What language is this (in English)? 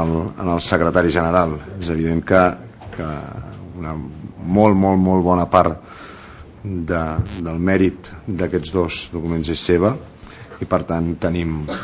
Catalan